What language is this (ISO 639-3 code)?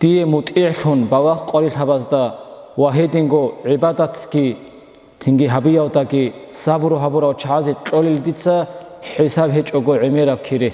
ava